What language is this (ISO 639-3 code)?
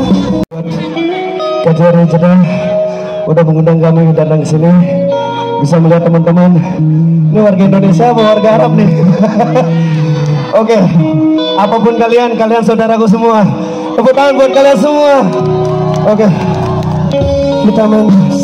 ind